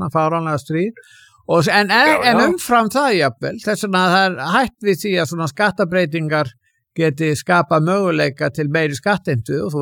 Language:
Icelandic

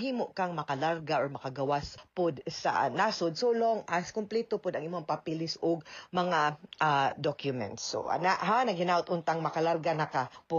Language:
Cebuano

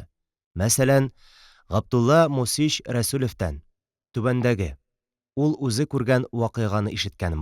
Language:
Tatar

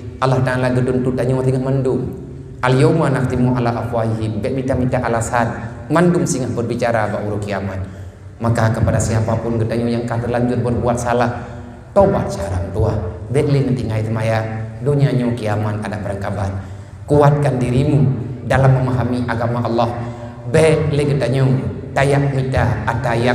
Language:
Achinese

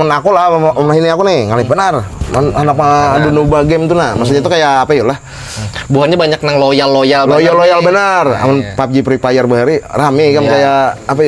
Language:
Banjar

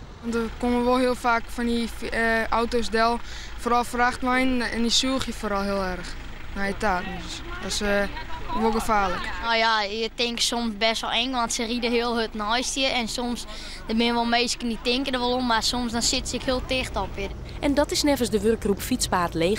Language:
Western Frisian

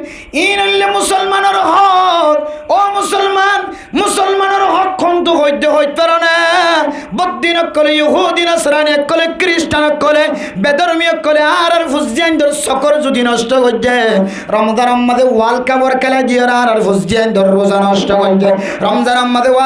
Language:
Rohingya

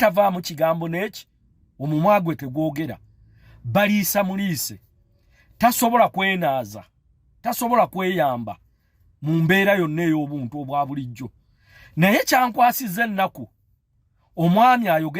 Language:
Ganda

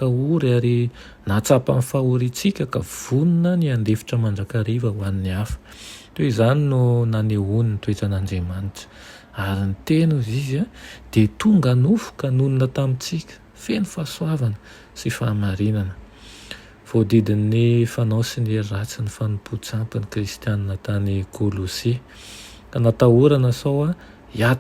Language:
Malagasy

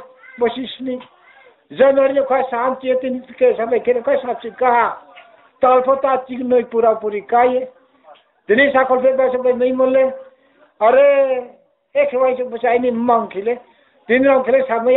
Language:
Riang (India)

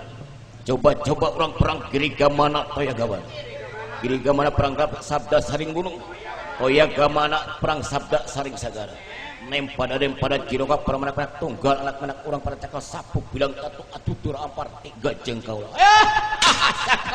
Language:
Sundanese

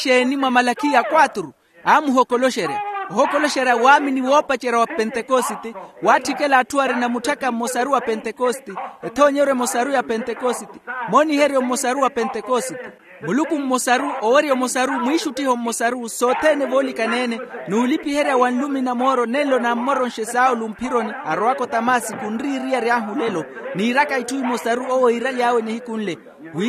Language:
Makhuwa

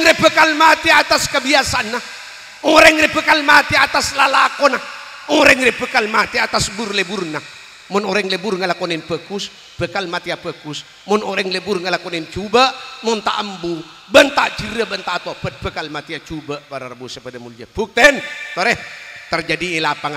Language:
Madurese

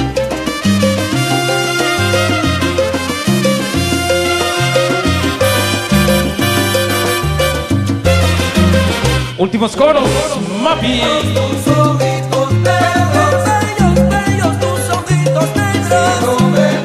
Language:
Spanish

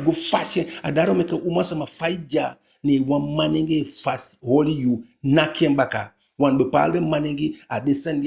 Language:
Eastern Maroon Creole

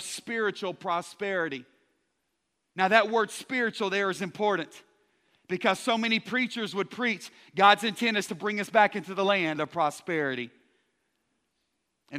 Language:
English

